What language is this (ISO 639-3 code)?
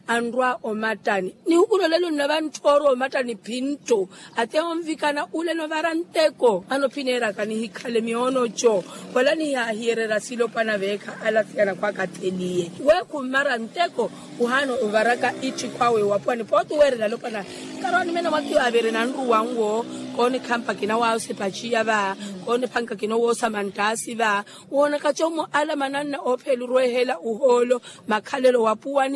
vmw